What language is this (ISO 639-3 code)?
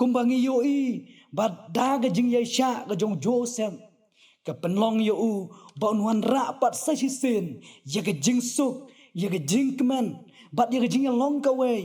kha